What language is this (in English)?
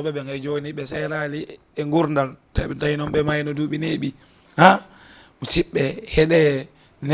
Fula